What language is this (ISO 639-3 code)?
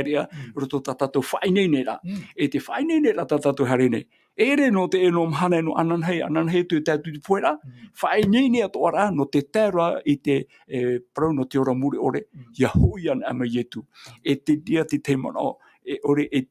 tah